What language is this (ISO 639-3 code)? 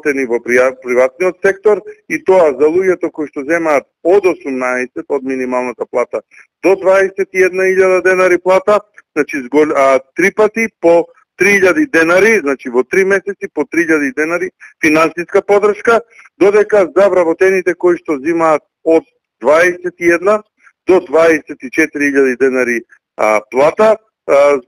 mkd